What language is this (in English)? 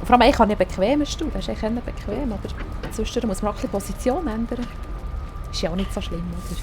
Swiss German